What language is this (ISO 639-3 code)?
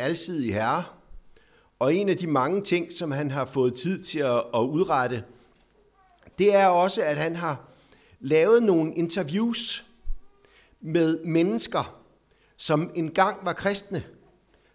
dan